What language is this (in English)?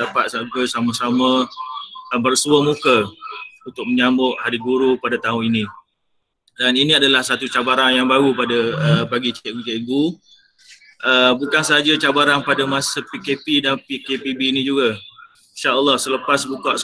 Malay